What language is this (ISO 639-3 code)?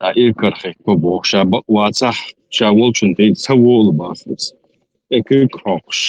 che